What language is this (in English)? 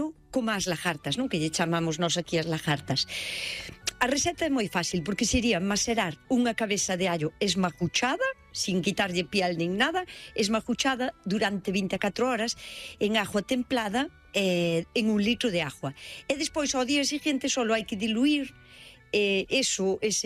Galician